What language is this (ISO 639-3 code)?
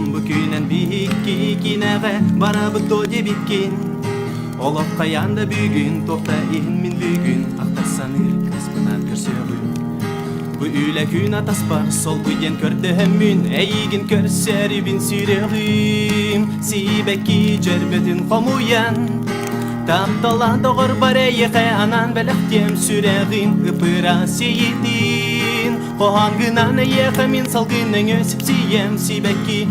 sah